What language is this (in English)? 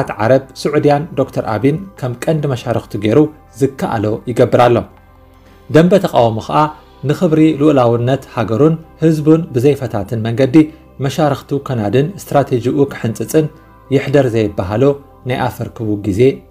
Tigrinya